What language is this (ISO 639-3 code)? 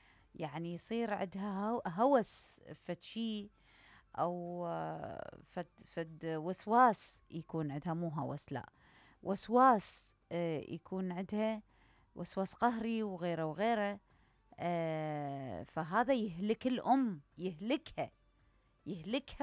acm